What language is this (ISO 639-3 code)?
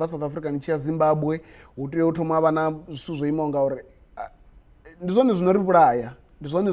ven